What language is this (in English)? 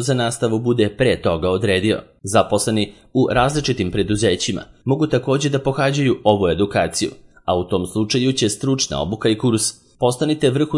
Serbian